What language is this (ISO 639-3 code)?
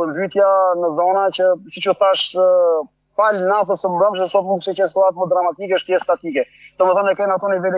sqi